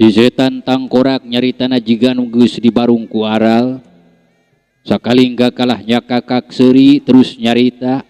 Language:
Sundanese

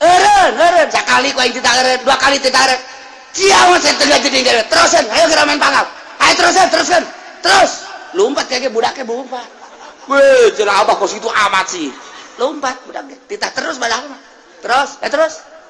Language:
Sundanese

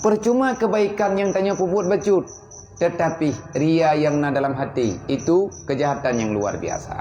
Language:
Achinese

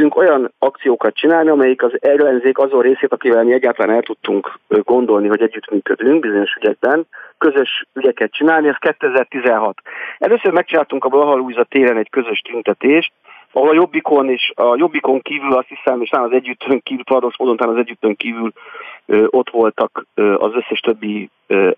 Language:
Hungarian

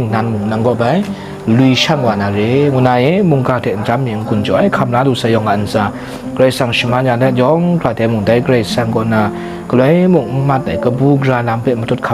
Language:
Kachin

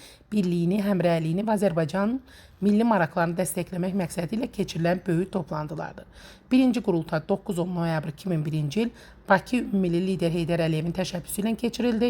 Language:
Azerbaijani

